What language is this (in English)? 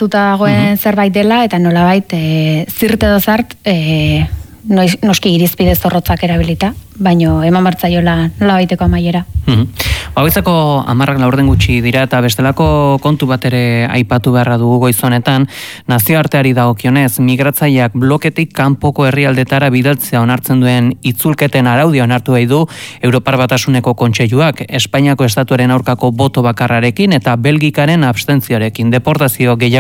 Basque